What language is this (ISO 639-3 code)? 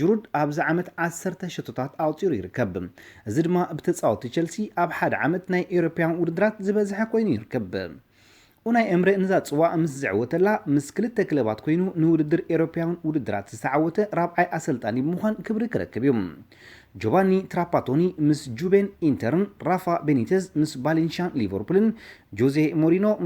tir